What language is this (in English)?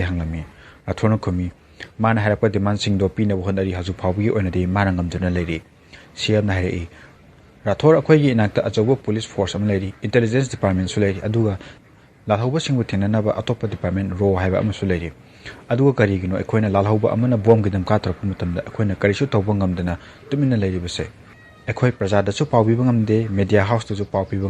Manipuri